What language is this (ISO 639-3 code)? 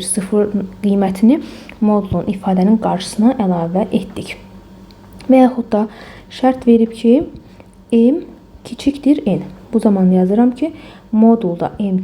aze